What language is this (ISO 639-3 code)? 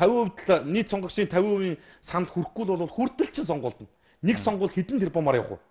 mon